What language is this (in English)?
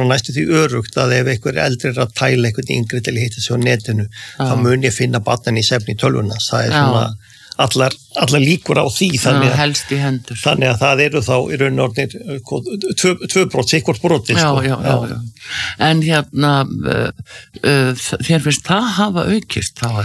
Icelandic